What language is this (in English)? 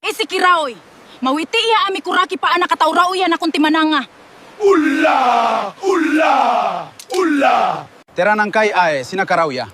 Gilbertese